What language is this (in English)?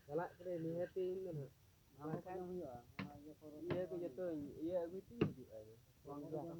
Santali